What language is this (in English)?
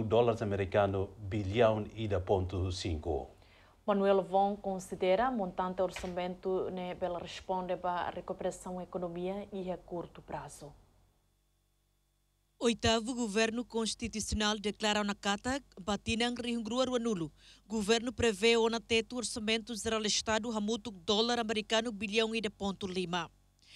Portuguese